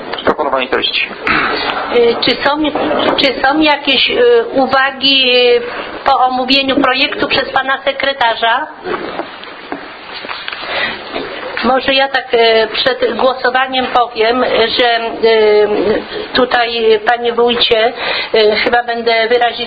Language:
Polish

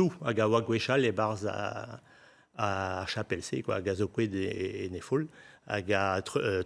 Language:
Breton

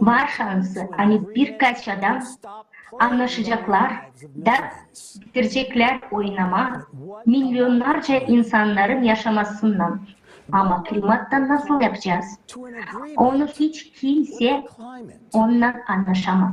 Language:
Gagauz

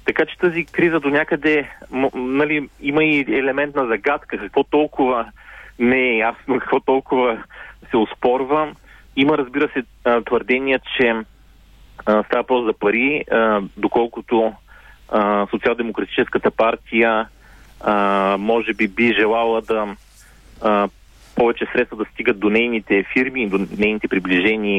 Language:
Bulgarian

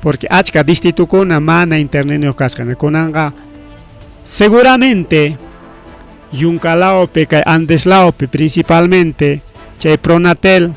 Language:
Ayacucho Quechua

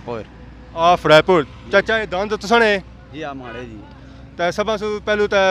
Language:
Pahari-Potwari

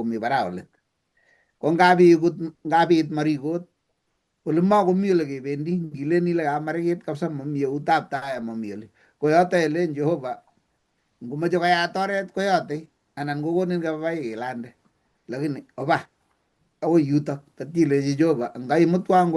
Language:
Kalenjin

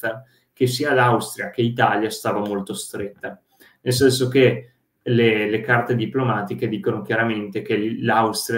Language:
Italian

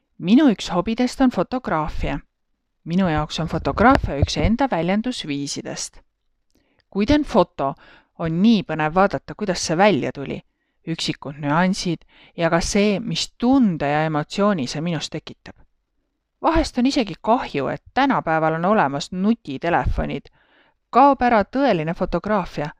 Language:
Estonian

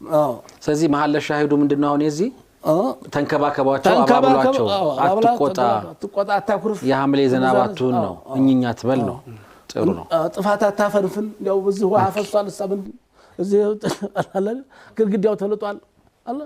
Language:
Amharic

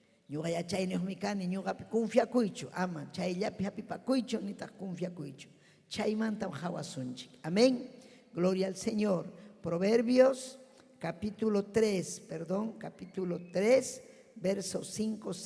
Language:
Ayacucho Quechua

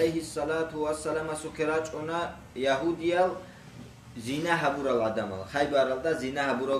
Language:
Avaric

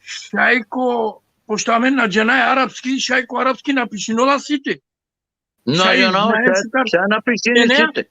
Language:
Balkan Romani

